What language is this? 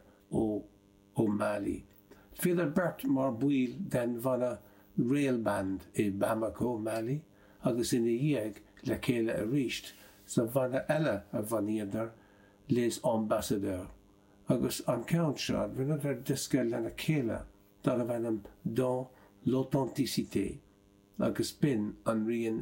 Irish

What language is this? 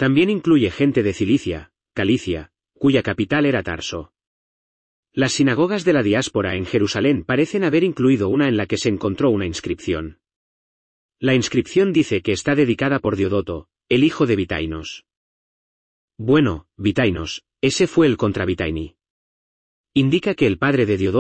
Spanish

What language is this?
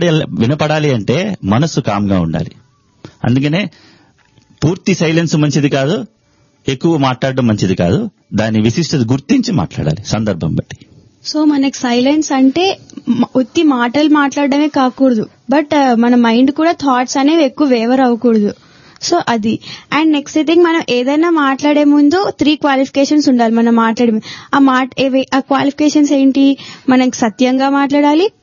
Telugu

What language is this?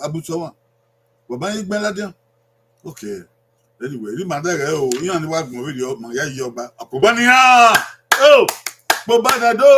Bini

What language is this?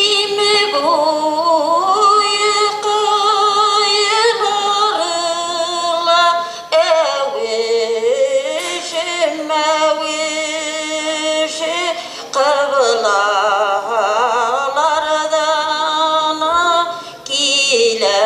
Bashkir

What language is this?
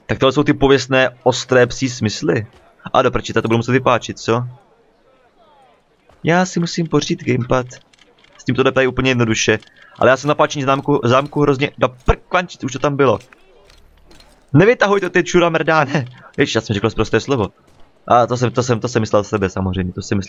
Czech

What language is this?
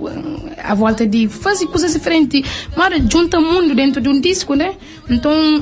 Kabuverdianu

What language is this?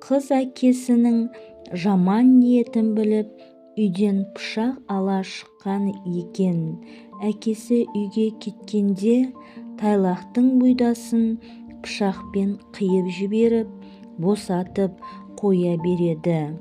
Kazakh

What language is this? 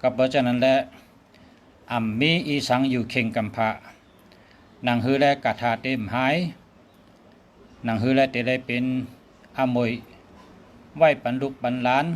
Shan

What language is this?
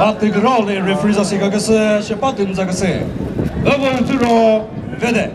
Chokri Naga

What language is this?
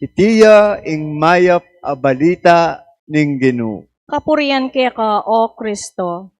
Pampanga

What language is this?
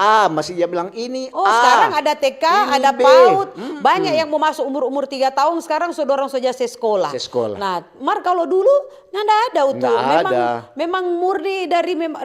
Manado Malay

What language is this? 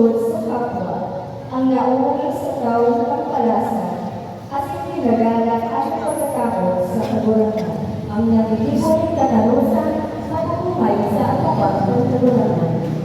Bikol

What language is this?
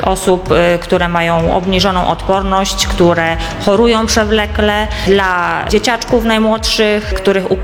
Polish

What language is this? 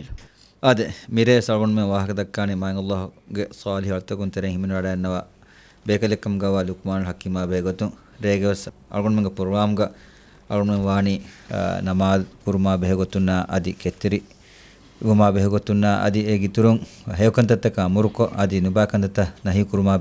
Divehi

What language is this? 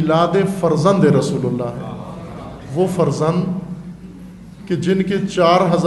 Urdu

